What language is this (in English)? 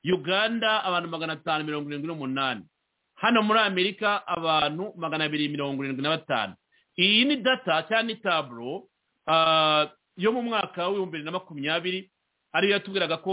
Kinyarwanda